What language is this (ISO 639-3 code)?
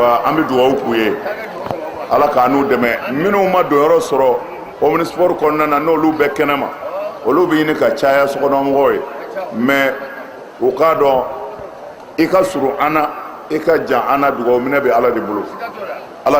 bam